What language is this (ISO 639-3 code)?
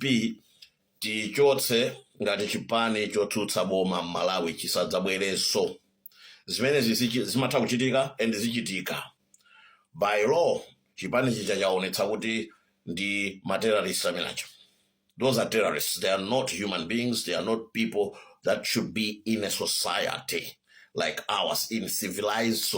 nya